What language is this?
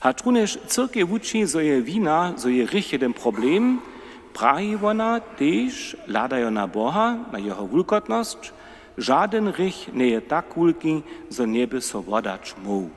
Upper Sorbian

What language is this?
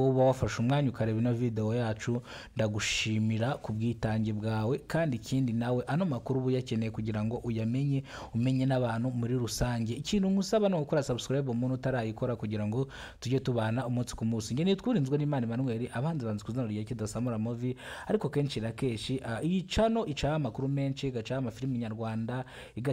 Kinyarwanda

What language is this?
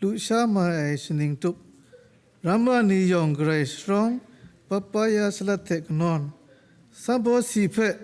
Kachin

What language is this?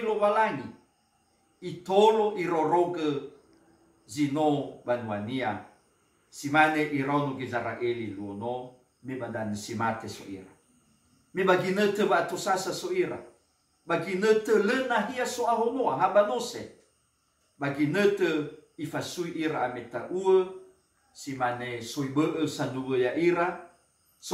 Nias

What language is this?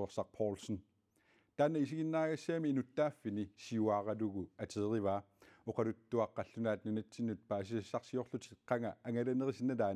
Kalaallisut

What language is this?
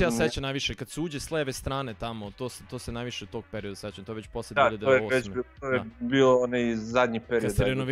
Serbian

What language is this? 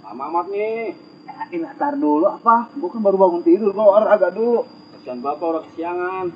Betawi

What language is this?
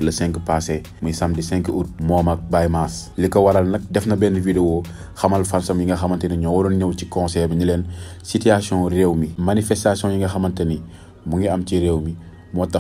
Wolof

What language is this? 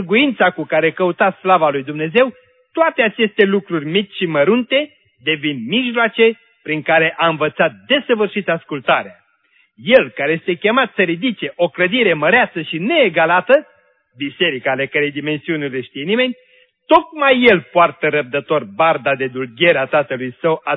Romanian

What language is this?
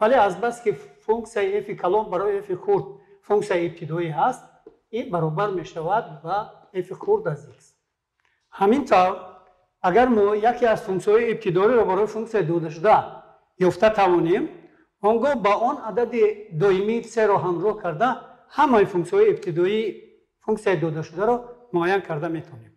Tajik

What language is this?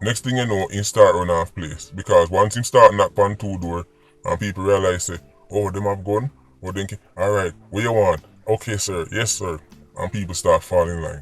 Jamaican Creole English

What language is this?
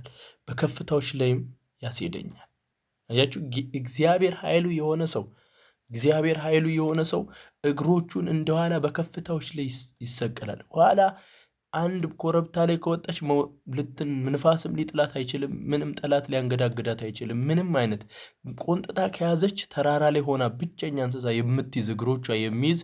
Amharic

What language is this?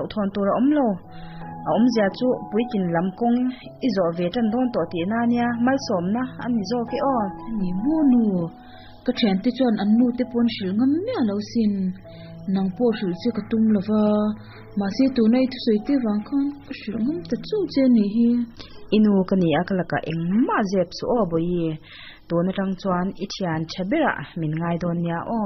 Mizo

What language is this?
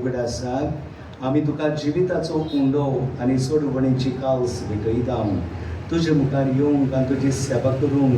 Konkani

